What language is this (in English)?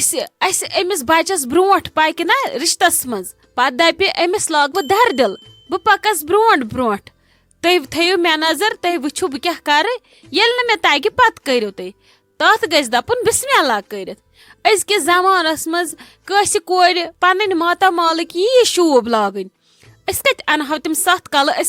Kashmiri